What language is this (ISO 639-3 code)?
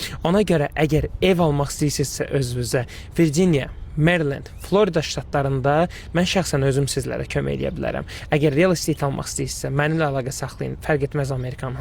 aze